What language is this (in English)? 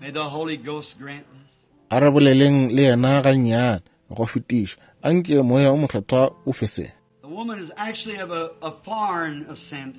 Northern Sotho